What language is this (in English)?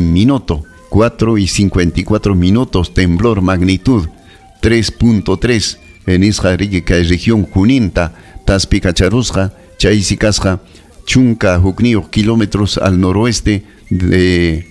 Ayacucho Quechua